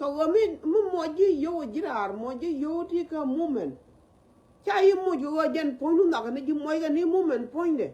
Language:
Nuer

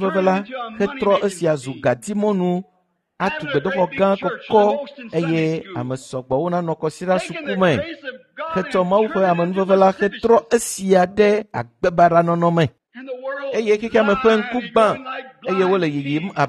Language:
Ewe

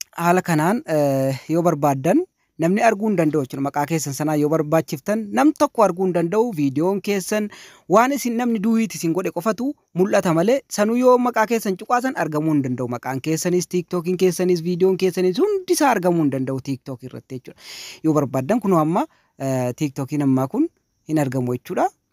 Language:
Oromo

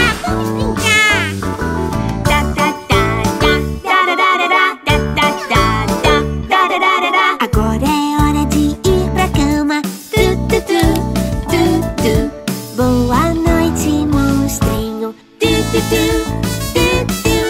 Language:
Portuguese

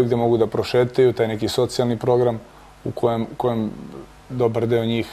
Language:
Serbian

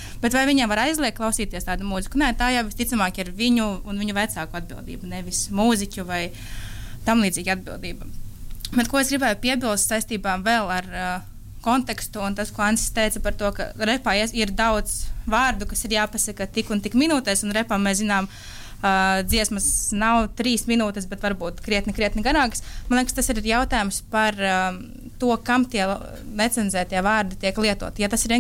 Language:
Latvian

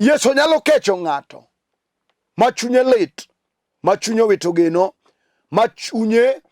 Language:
Luo (Kenya and Tanzania)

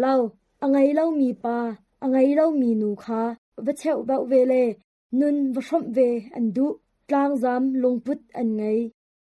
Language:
Hakha Chin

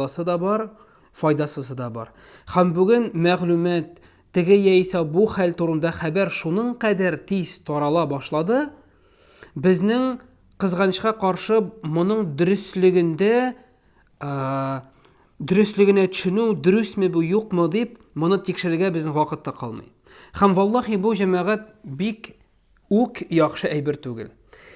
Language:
Tatar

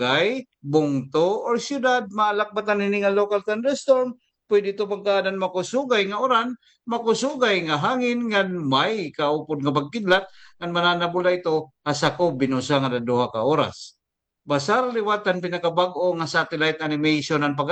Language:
Waray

